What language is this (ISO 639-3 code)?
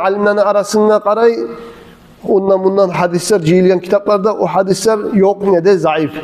kum